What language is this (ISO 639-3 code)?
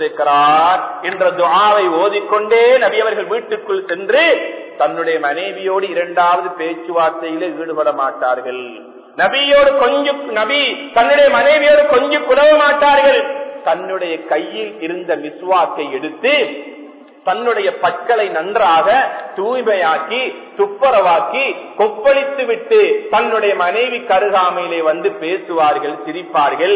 tam